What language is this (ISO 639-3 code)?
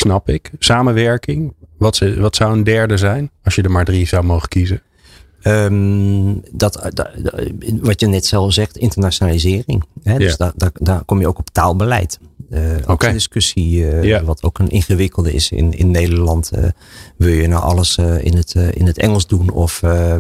nld